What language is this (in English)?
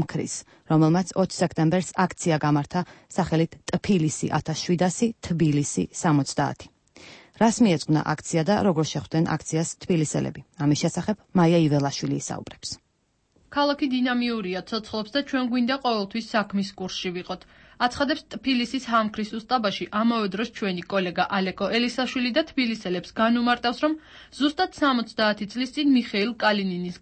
Georgian